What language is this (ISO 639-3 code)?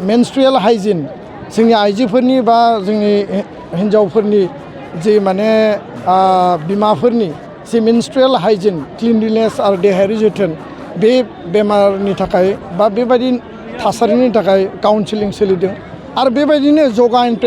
brx